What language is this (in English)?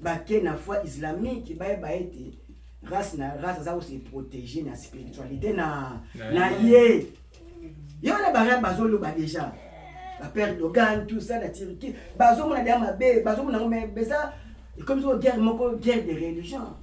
Lingala